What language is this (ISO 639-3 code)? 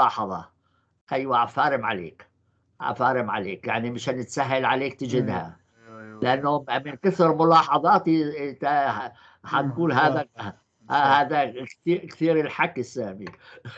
apc